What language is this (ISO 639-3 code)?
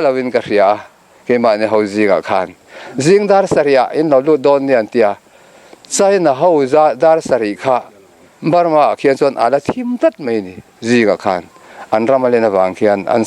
lus